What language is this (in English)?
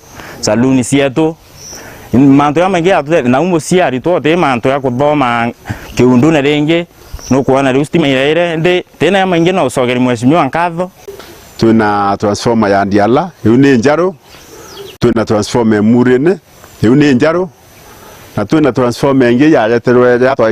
Meru